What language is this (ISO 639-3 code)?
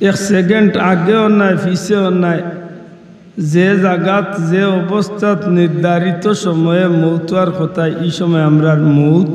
syl